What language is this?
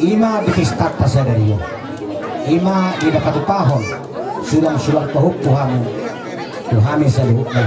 Batak Toba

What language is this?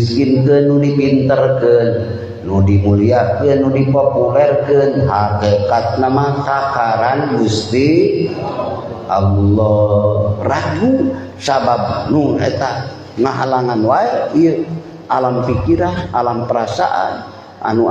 Sundanese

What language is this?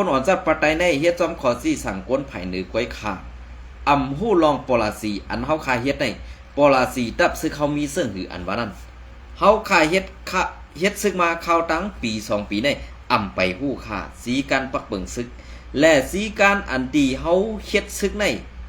Shan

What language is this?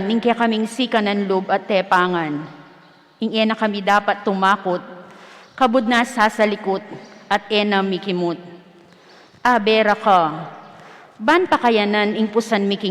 Pampanga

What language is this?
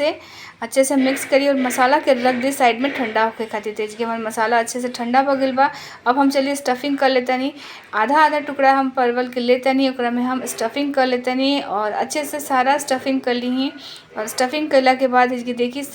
Bhojpuri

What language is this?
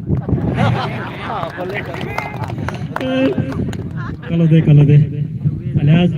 Poumei Naga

